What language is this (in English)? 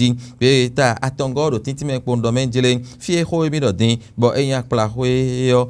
Fon